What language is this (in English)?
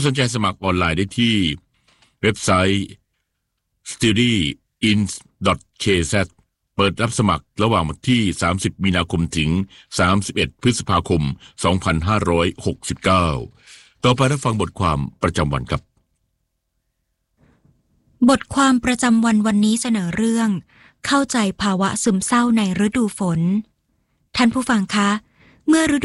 Thai